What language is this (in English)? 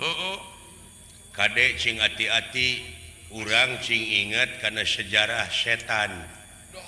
Sundanese